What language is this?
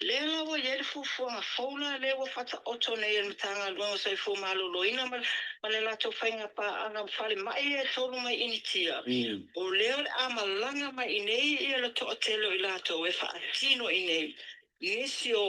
Samoan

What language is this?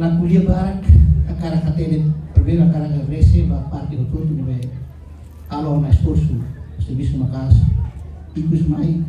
Tetum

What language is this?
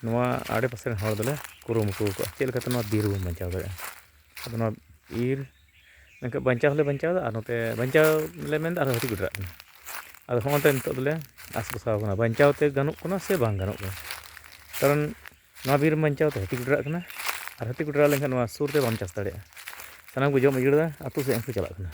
Santali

